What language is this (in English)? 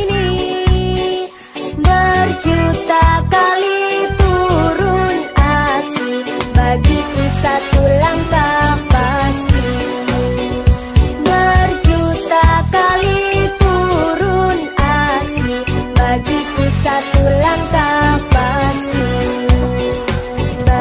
Indonesian